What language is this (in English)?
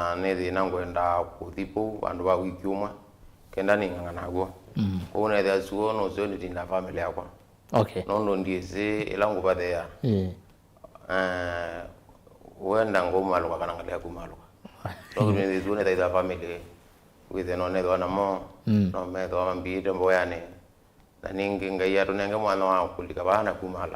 Kamba